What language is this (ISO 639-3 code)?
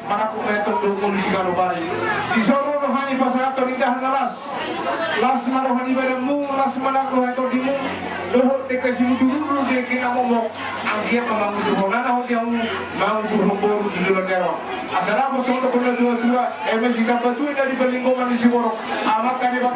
bbc